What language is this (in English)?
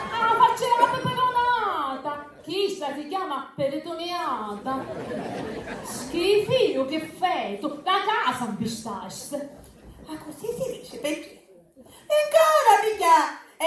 Sicilian